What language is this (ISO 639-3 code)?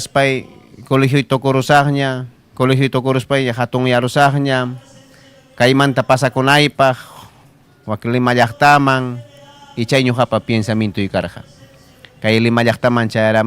quy